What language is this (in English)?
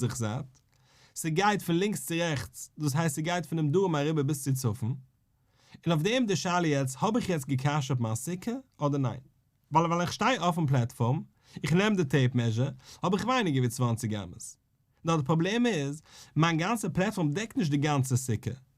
Yiddish